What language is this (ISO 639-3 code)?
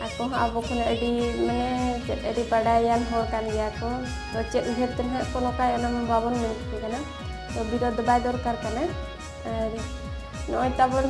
sat